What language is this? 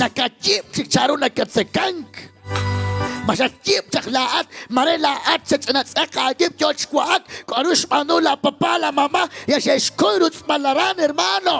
Kekchí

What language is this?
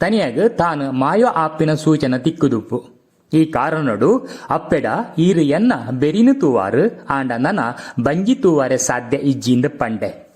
Tulu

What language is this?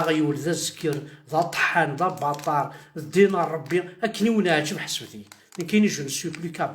Kabyle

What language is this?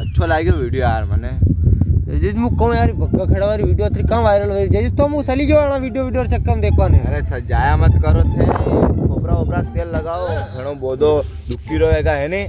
Rajasthani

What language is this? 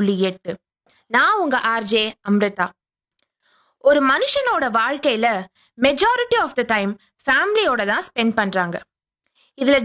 Tamil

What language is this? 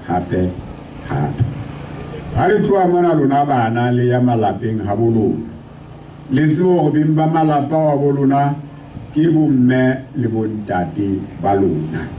Southern Sotho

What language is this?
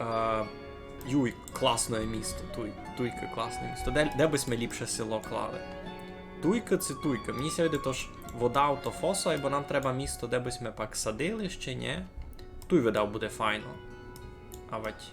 Rusyn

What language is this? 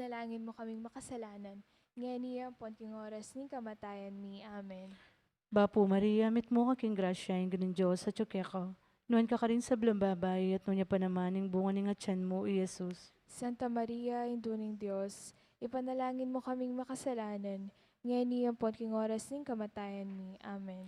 Pampanga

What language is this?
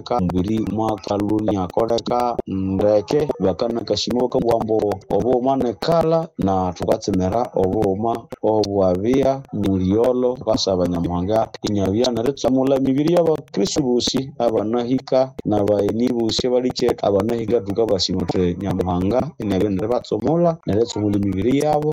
Nande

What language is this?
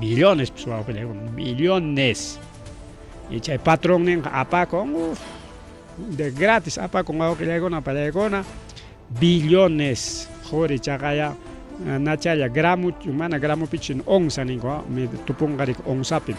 Ayacucho Quechua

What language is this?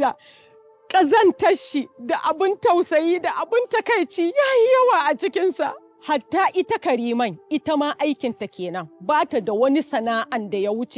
Hausa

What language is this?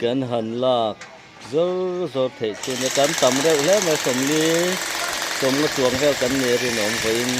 Mizo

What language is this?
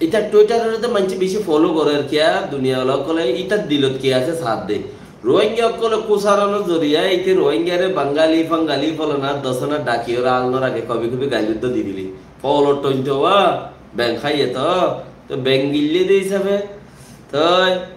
Rohingya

